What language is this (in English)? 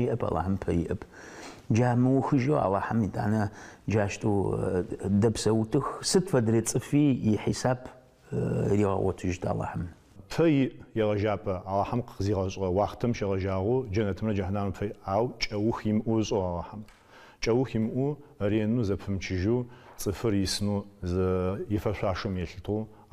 Adyghe